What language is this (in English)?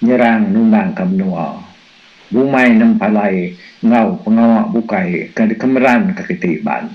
Iban